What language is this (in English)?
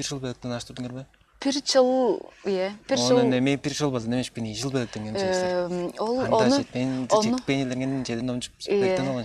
Tuvinian